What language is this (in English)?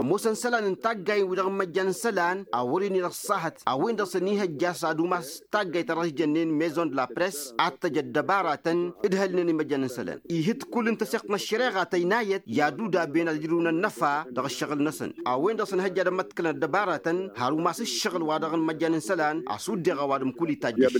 Tamasheq